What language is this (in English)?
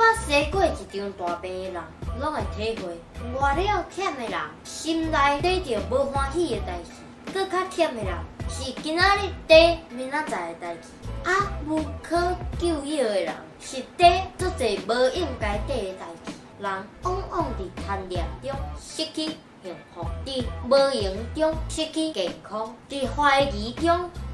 Min Nan Chinese